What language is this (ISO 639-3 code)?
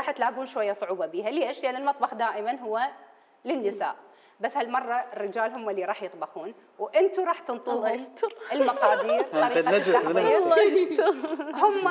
acm